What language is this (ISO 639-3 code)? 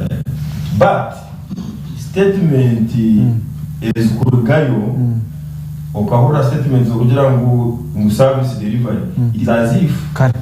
nyn